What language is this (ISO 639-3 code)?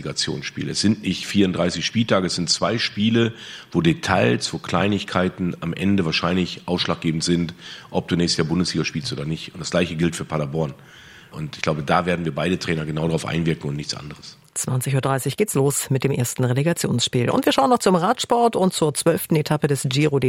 deu